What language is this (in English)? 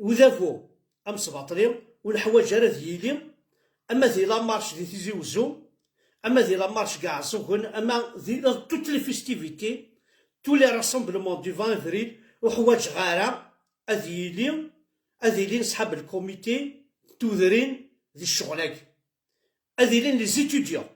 Kabyle